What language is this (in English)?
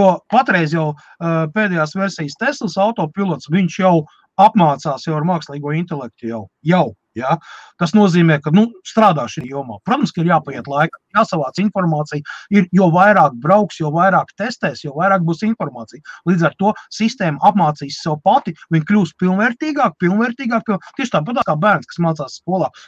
Latvian